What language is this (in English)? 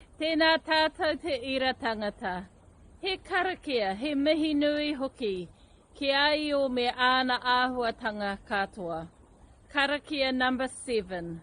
Māori